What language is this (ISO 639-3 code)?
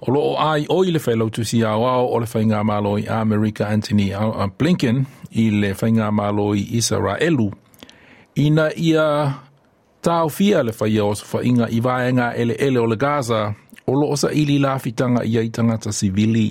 smo